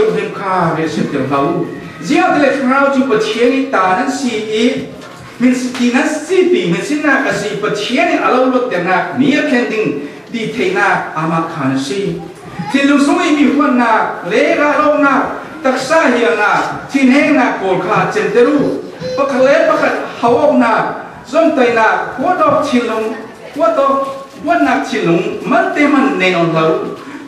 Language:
Falam Chin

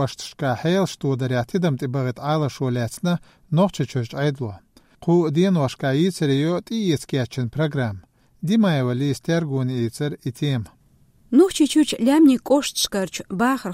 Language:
Chechen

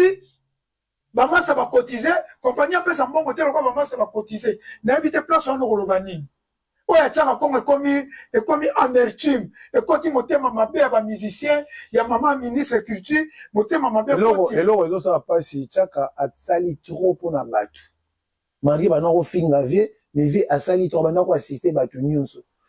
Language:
Lingala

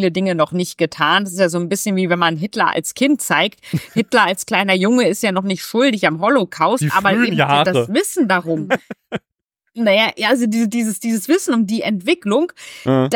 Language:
German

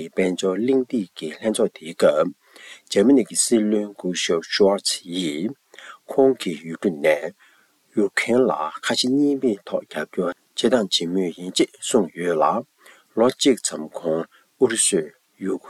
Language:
Tibetan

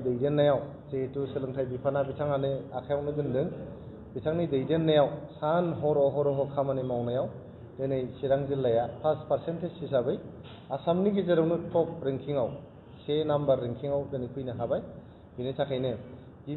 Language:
Bodo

